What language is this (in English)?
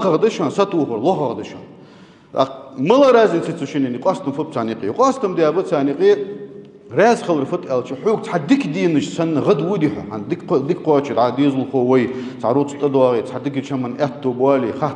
Ingush